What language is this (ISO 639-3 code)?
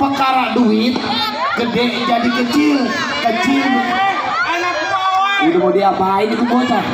bew